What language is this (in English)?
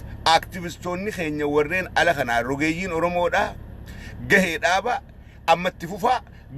Oromo